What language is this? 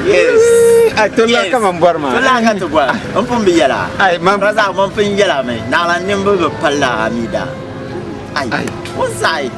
Dagbani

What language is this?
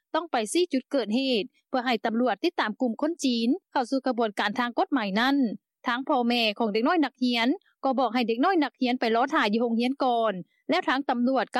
Lao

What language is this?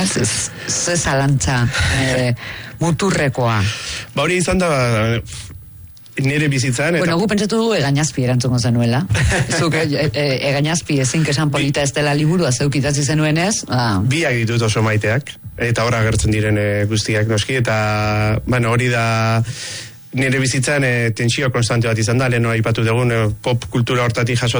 Basque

